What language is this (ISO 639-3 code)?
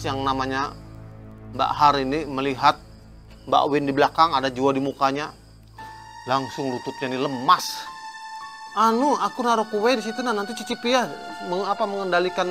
bjn